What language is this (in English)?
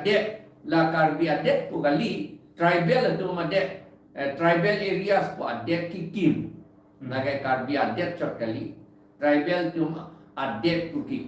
Karbi